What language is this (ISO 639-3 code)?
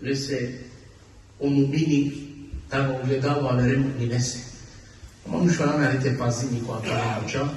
rmn